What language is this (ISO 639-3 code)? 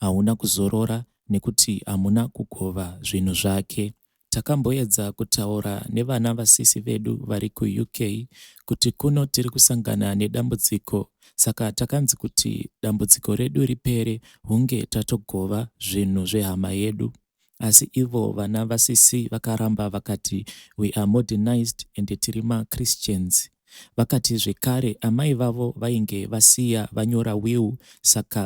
sna